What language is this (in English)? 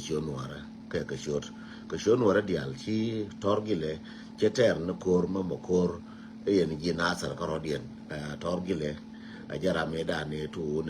Nuer